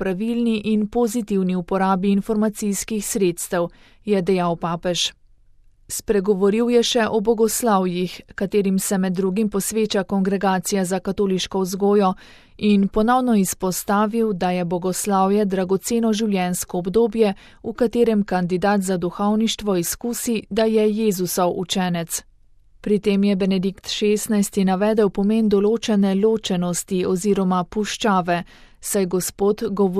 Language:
Slovenian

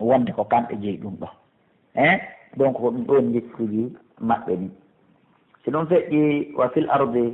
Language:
Pular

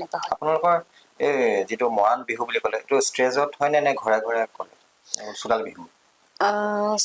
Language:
Assamese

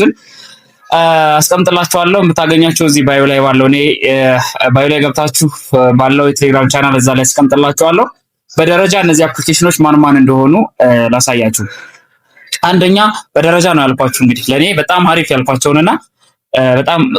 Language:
Amharic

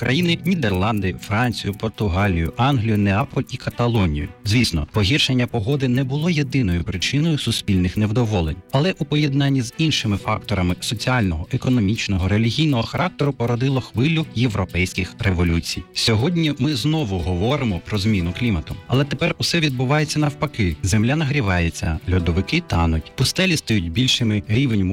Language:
Ukrainian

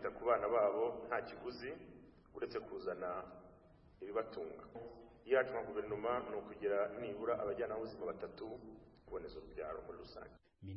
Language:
Kinyarwanda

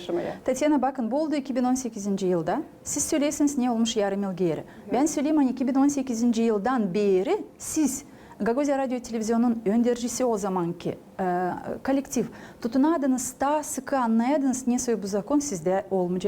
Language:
Gagauz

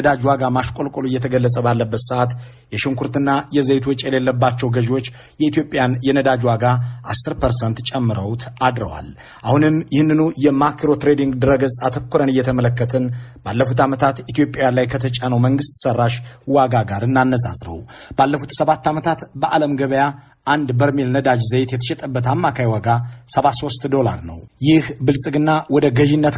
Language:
Amharic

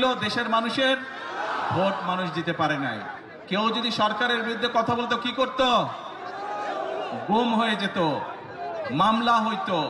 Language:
Bangla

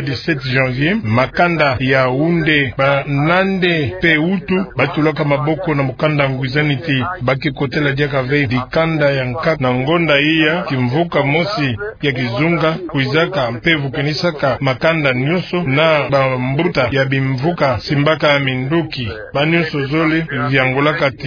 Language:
Kituba (Democratic Republic of Congo)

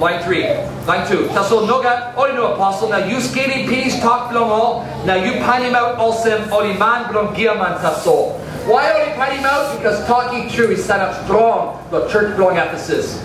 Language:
Tok Pisin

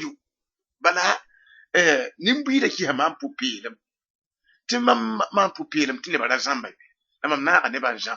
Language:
Mossi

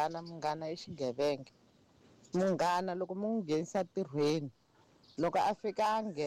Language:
Tsonga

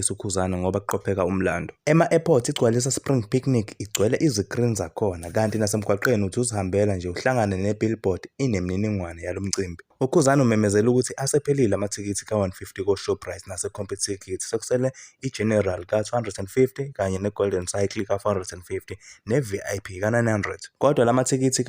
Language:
Zulu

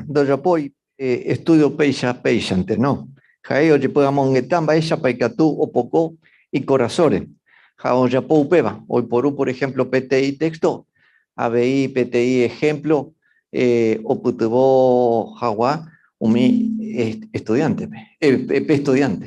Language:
Guarani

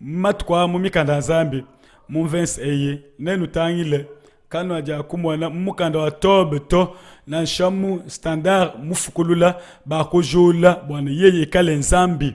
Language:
Luba-Lulua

